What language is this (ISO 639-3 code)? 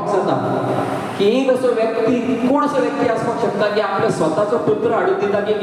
kok